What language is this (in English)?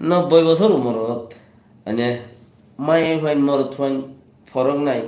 Rohingya